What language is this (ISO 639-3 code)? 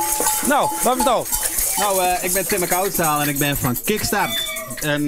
fry